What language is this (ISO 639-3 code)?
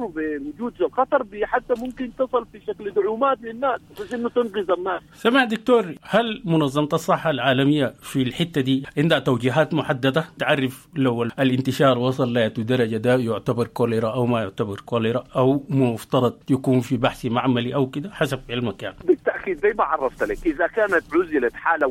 apd